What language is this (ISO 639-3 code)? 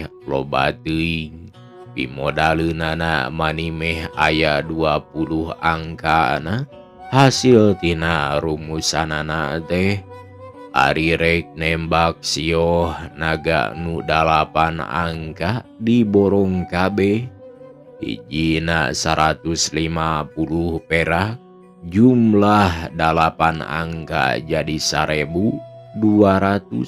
sun